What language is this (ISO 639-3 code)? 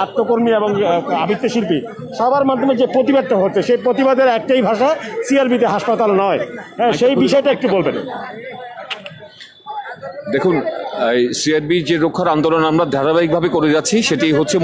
ben